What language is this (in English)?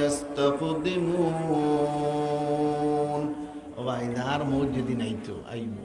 Sylheti